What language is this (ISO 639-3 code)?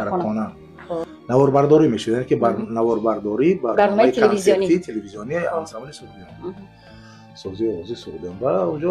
tgk